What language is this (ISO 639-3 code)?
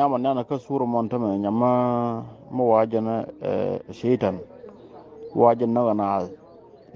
nus